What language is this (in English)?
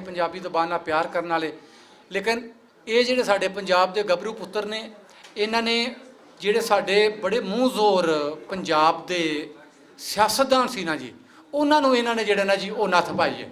Western Panjabi